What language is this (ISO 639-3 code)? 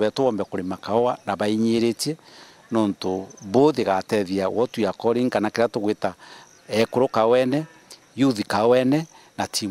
mer